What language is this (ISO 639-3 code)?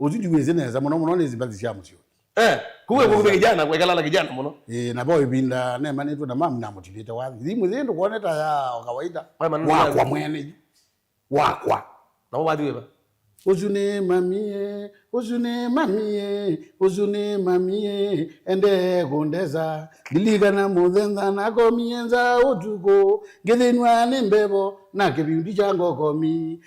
kam